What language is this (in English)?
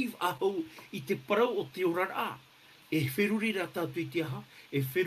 Tahitian